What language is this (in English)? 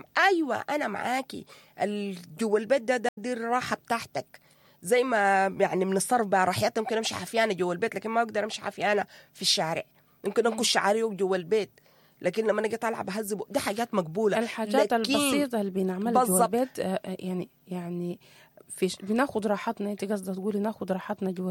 Sudanese Arabic